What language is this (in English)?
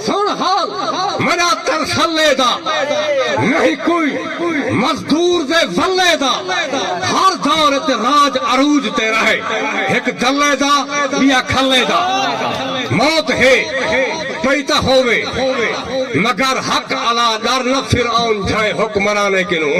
Saraiki